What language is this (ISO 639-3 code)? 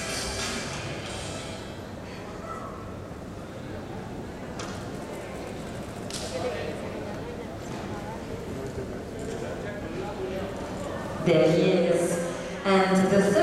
eng